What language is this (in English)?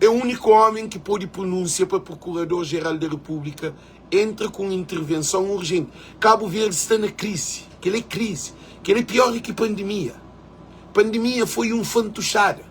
Kabuverdianu